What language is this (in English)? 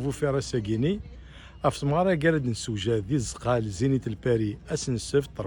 Kabyle